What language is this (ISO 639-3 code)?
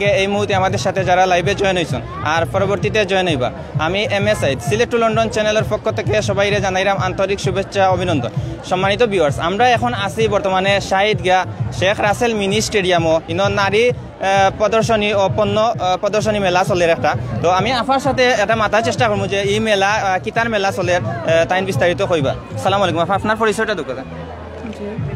syl